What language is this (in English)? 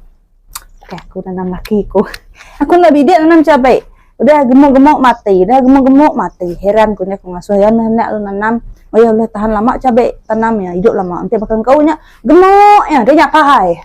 Iban